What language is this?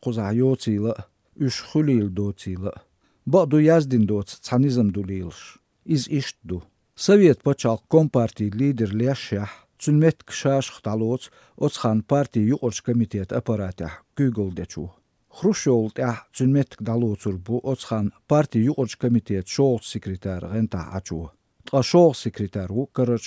Chechen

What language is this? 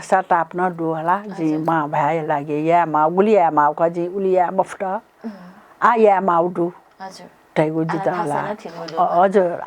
Newari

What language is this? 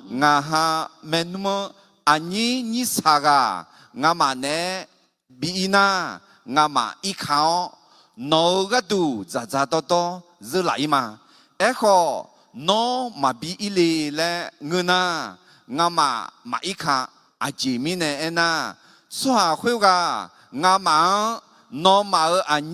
Akha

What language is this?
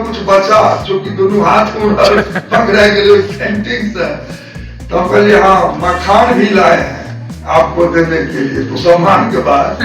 Maithili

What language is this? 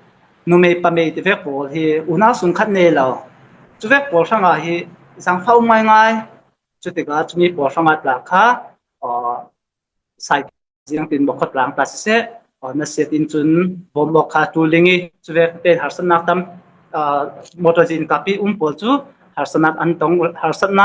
Falam Chin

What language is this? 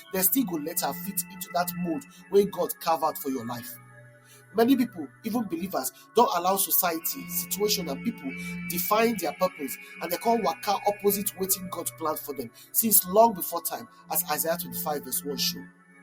Nigerian Pidgin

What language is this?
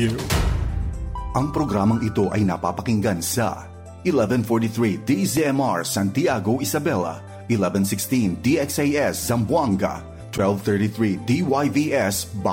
Filipino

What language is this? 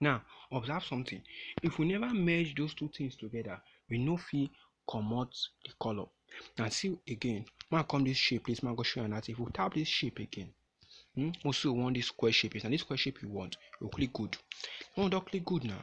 Nigerian Pidgin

